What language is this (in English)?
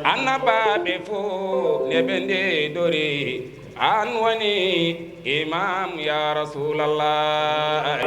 Fula